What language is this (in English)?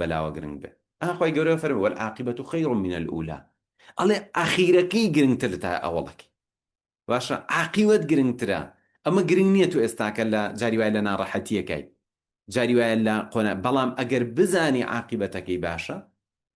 Central Kurdish